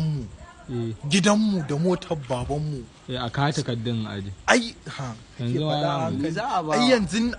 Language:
Hausa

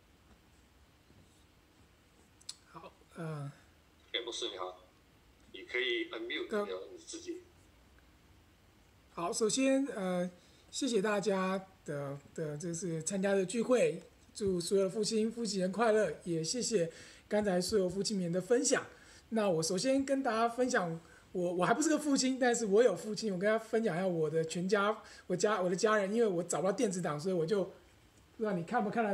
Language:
Chinese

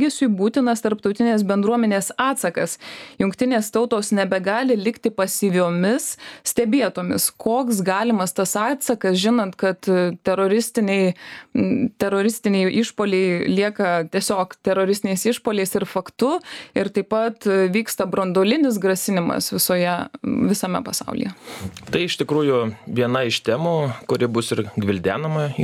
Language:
Lithuanian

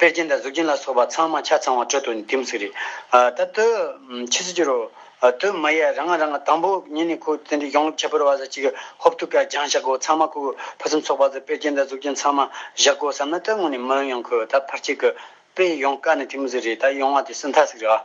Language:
Tibetan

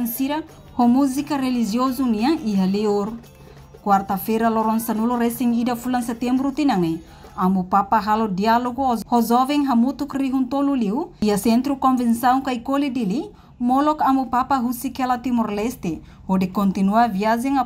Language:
Tetum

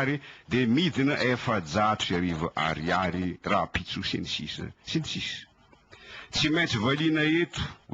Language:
Malagasy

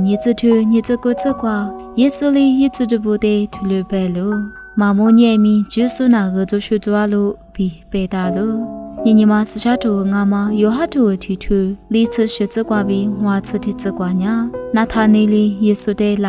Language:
Lisu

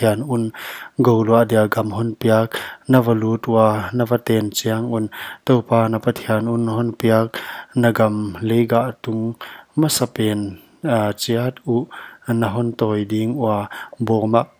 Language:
Paite Chin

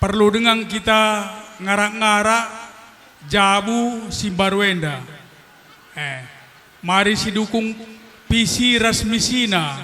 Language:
Batak Karo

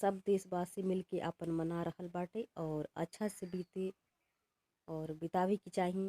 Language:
Bhojpuri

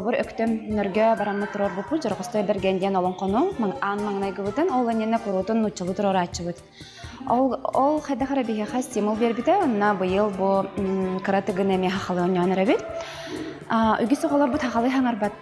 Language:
Yakut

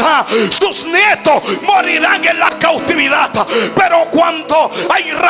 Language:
Spanish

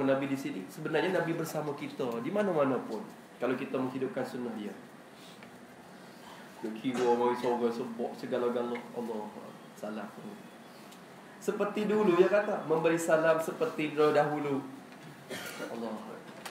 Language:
Malay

